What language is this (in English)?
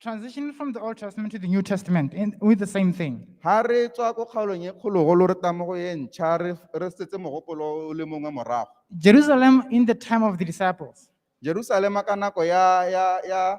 Tswana